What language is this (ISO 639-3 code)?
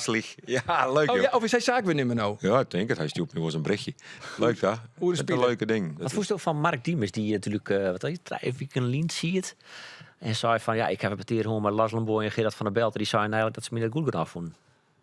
fry